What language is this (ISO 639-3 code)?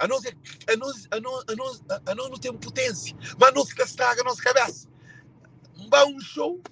kea